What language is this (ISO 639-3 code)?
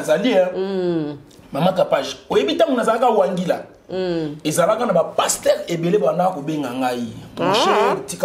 lin